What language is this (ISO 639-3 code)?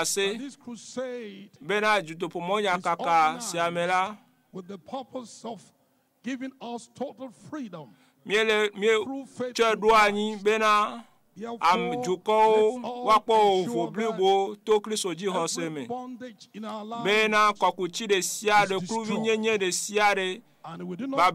ewe